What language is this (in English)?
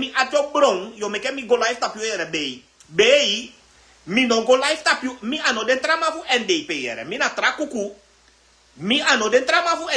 Sranan Tongo